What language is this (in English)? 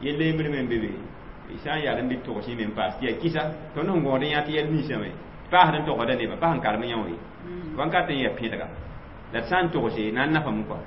Mossi